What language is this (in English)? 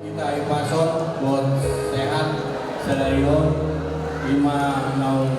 Batak Toba